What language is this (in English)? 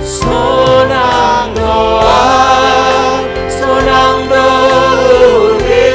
Batak Simalungun